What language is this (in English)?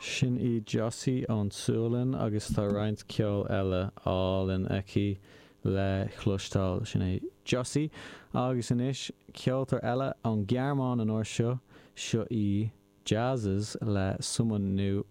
Irish